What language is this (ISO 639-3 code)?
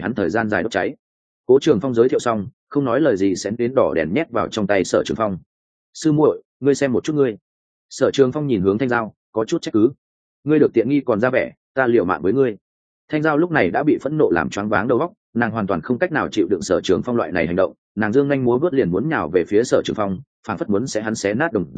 vie